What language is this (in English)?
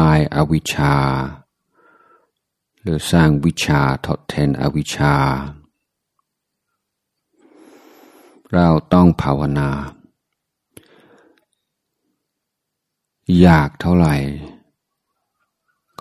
Thai